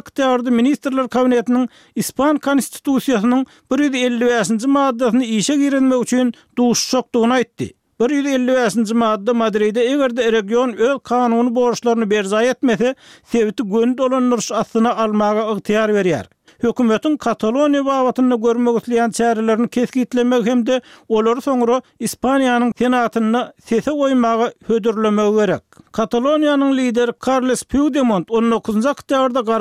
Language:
Turkmen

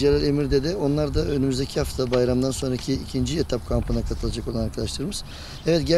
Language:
Turkish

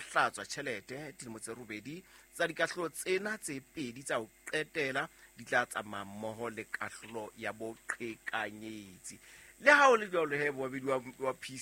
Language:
Southern Sotho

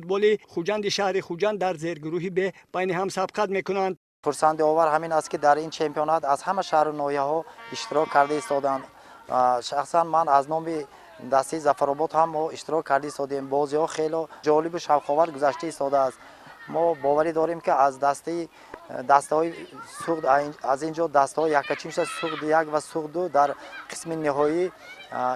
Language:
Tajik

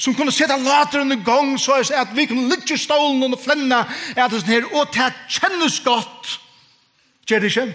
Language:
Faroese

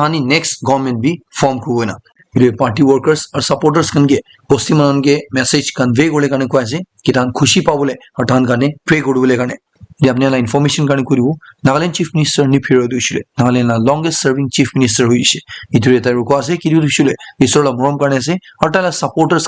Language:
Naga Pidgin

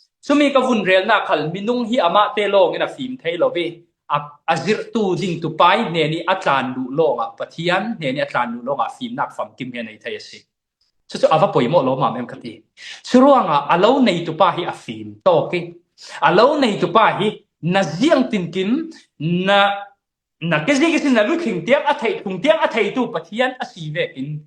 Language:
Falam Chin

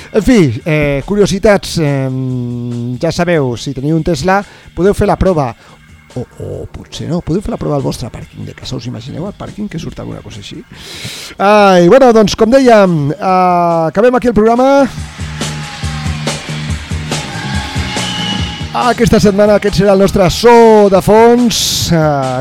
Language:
Catalan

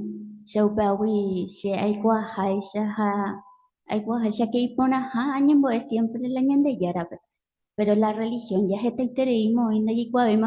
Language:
Guarani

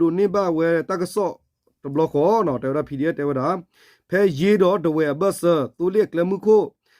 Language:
S'gaw Karen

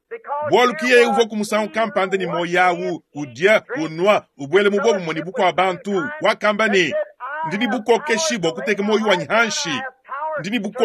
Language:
Luba-Lulua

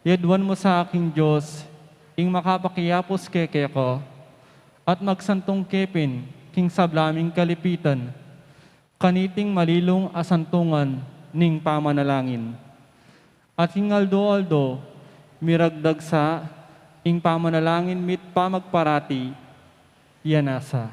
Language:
Pampanga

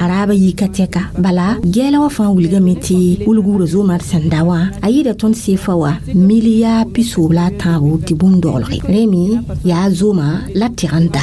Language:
Mossi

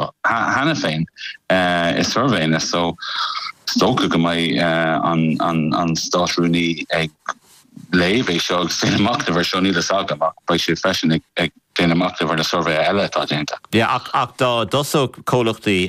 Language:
Irish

